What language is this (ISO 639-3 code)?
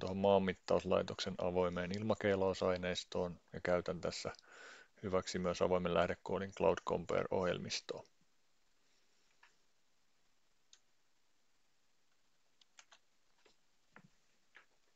fin